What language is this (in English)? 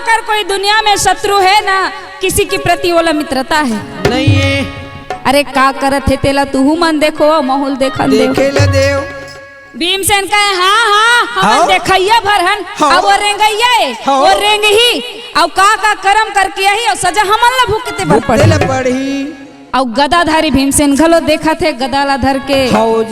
Chhattisgarhi